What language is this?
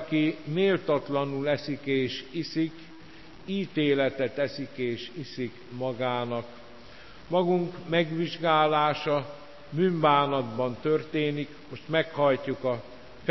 Hungarian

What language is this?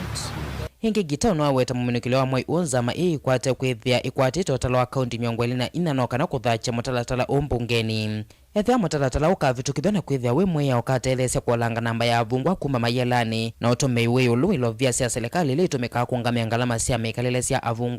Kamba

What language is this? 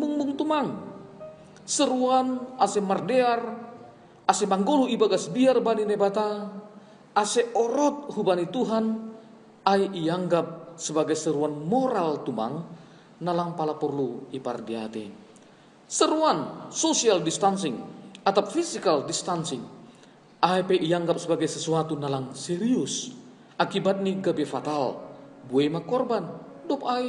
Batak Simalungun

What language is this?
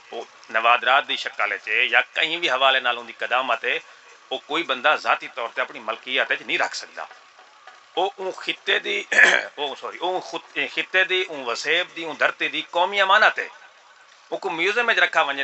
Saraiki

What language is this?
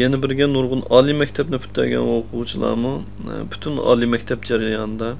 Uyghur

